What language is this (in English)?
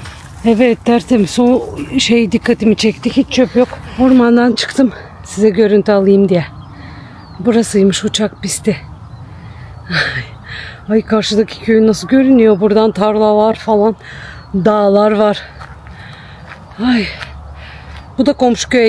Turkish